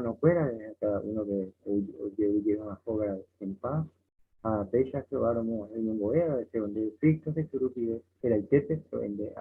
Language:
Guarani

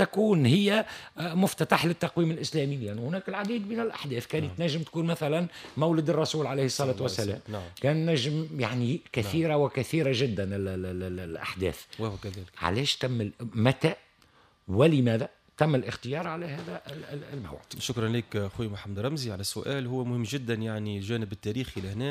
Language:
Tunisian Arabic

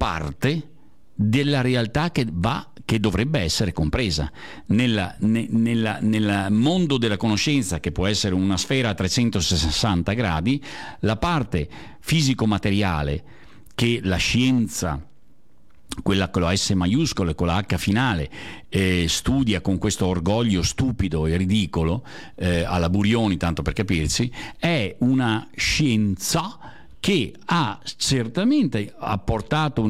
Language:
Italian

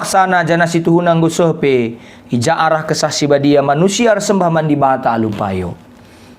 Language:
Batak Karo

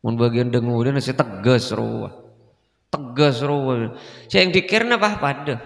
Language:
Madurese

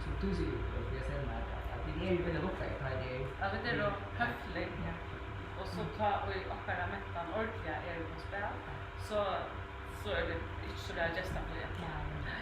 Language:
Faroese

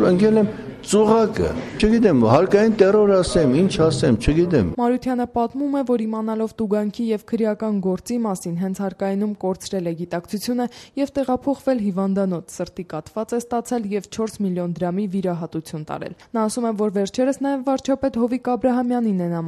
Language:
Armenian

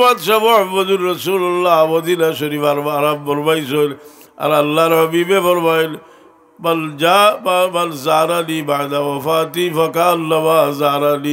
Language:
Sylheti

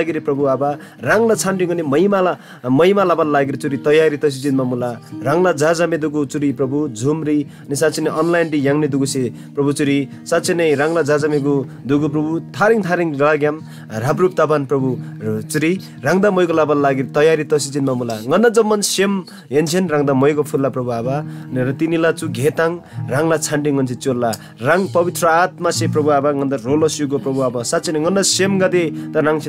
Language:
Eastern Tamang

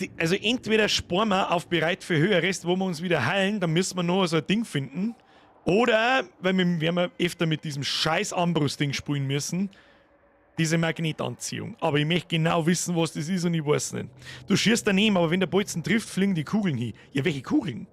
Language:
Bavarian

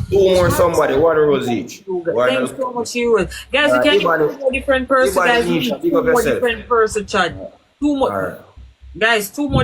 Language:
Jamaican Creole English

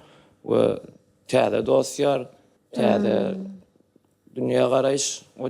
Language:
Turkmen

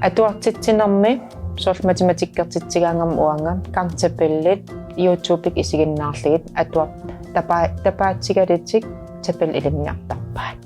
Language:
Kalaallisut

